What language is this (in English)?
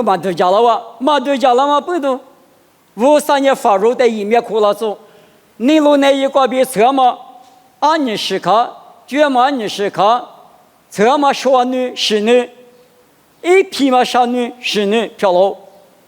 Lisu